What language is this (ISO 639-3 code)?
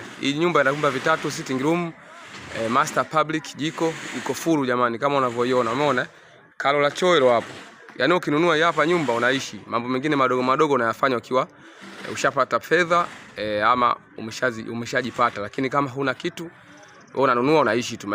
swa